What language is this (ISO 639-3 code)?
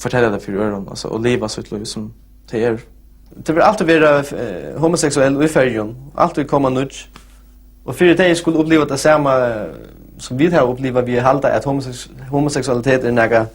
fao